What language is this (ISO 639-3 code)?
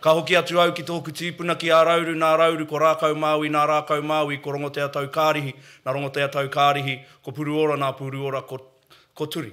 mri